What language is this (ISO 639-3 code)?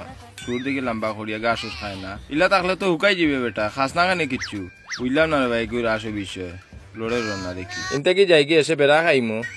syl